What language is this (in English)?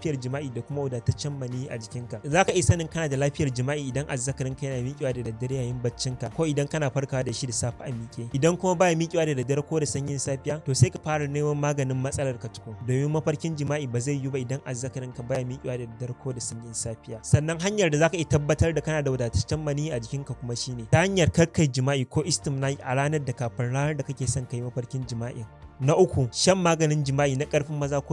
Hausa